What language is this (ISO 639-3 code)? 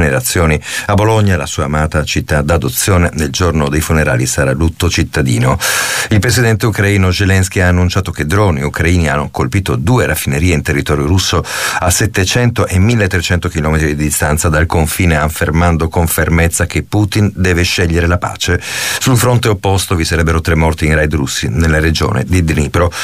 ita